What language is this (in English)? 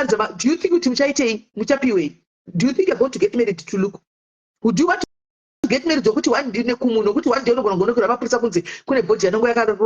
Shona